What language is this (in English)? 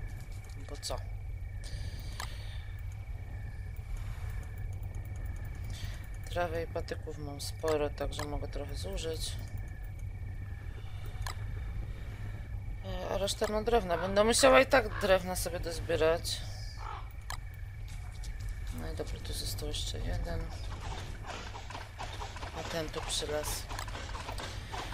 Polish